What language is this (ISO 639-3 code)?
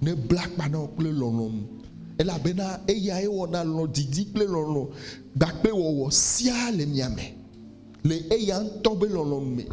ewe